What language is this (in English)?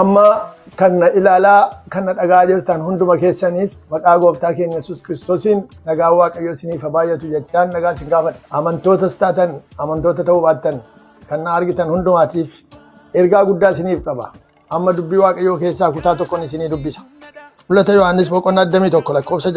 Oromo